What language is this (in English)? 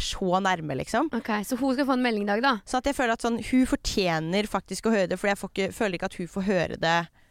Norwegian